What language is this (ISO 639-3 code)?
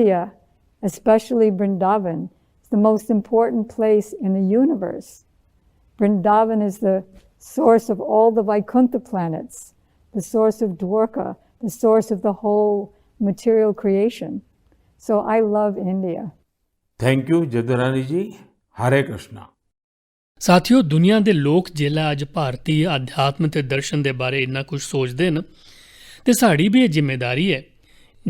doi